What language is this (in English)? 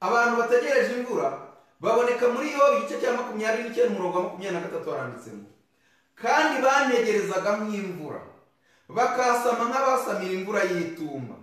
Kinyarwanda